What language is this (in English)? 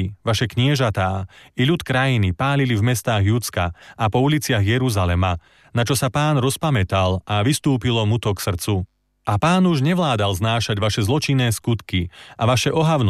Slovak